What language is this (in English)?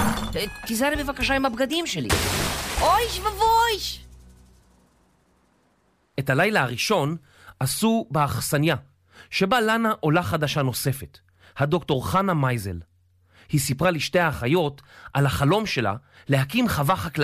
Hebrew